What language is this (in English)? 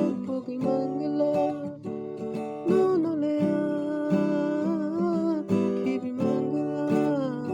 Kok Borok